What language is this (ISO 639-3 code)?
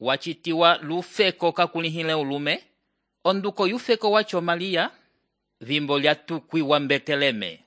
umb